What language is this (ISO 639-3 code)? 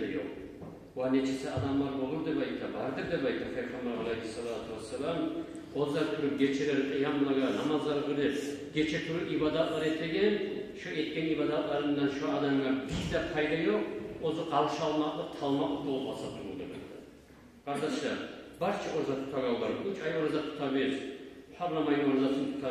kum